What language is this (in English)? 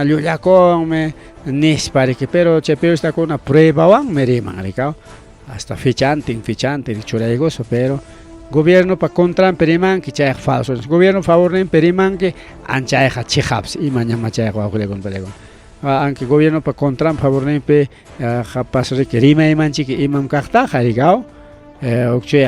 Ayacucho Quechua